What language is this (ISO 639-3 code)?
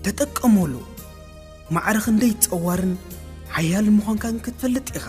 tir